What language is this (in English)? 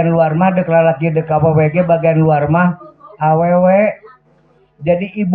Sundanese